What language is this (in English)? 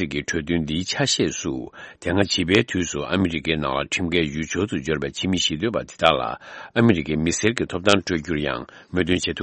Tibetan